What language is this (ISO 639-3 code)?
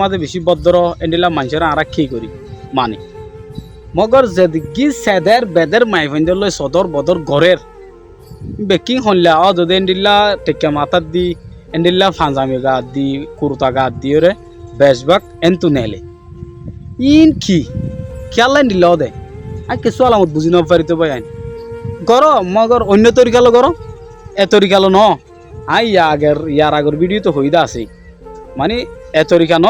rhg